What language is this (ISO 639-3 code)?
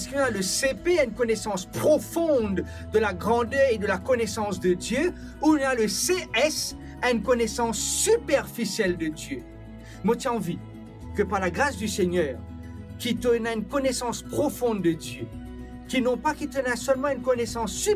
mfe